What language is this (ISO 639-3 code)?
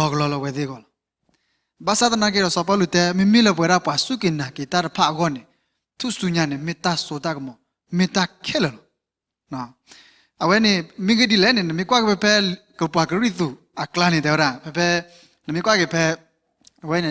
ksw